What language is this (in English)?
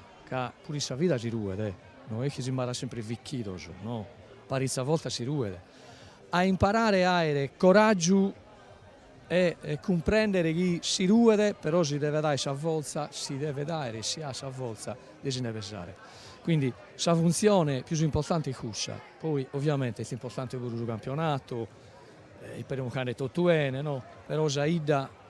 Sardinian